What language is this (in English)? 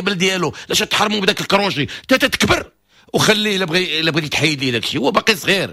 Moroccan Arabic